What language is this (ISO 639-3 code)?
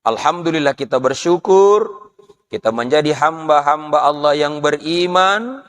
bug